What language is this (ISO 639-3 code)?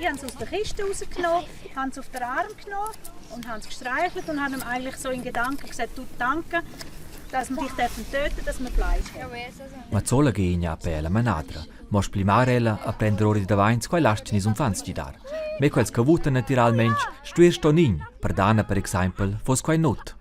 roh